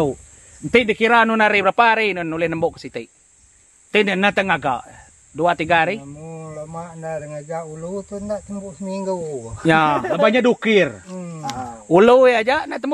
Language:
Iban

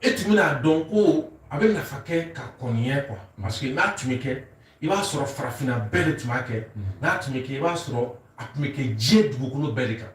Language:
Bambara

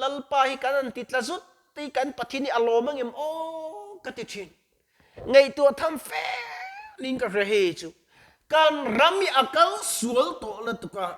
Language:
Mizo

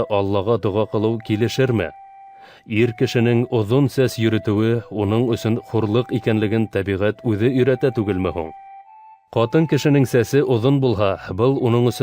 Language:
Bashkir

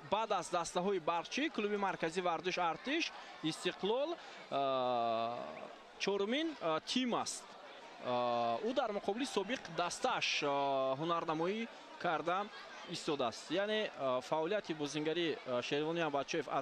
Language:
Tajik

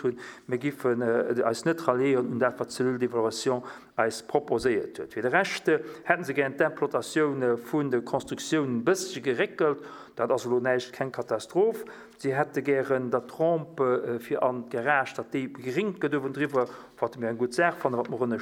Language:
Luxembourgish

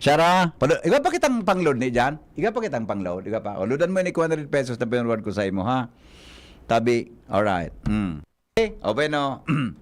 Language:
Bikol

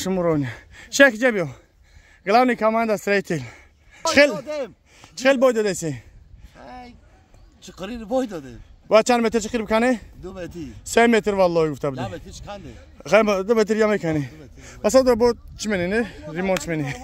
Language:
Tajik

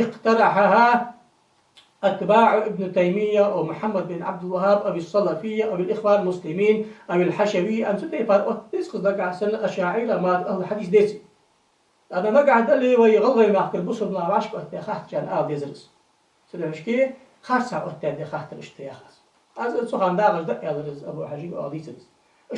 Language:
Ingush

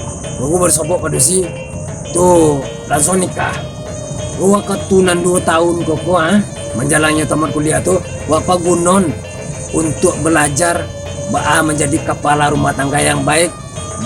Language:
Minangkabau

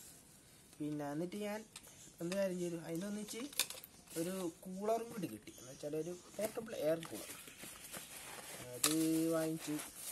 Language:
Malayalam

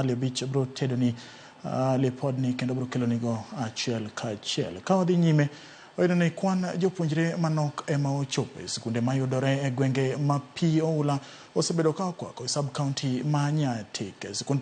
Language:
Luo (Kenya and Tanzania)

